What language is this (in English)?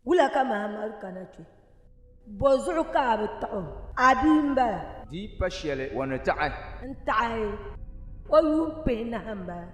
Dagbani